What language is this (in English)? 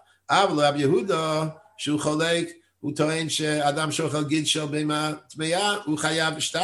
Hebrew